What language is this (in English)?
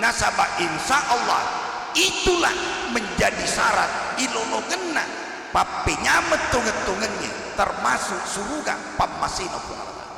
Buginese